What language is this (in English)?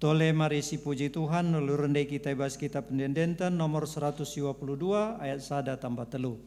Batak Karo